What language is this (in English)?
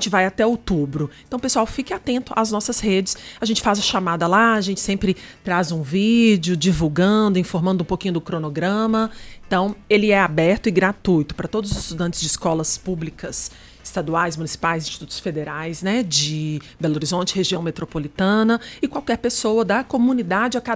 Portuguese